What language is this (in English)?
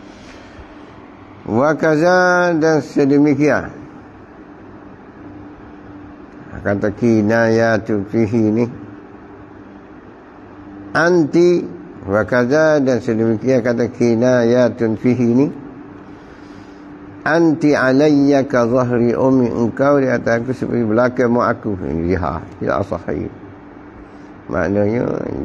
Malay